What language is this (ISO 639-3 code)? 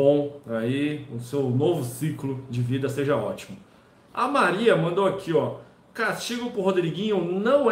por